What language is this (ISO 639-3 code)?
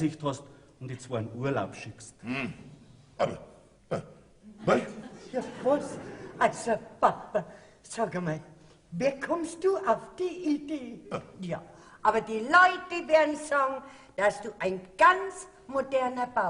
bar